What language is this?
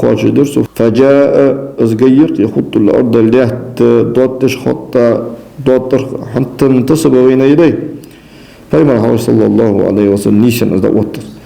Ingush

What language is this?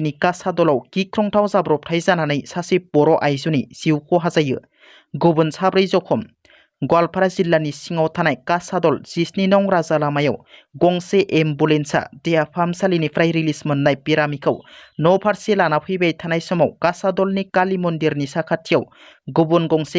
Bodo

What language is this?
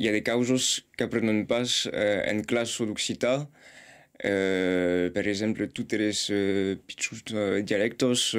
Occitan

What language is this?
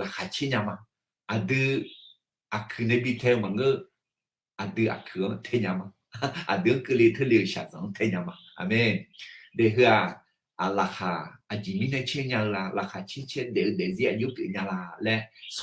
Akha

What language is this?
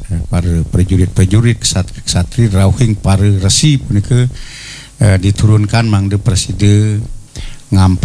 Balinese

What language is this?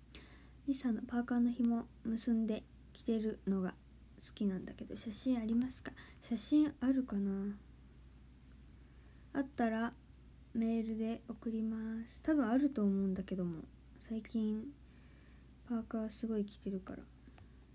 Japanese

